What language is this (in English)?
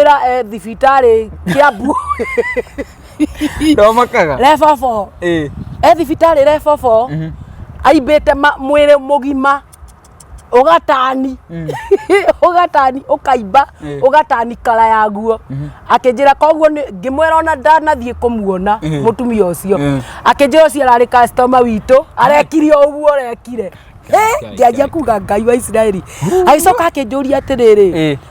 Kikuyu